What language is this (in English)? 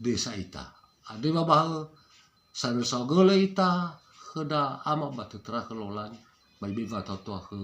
Nias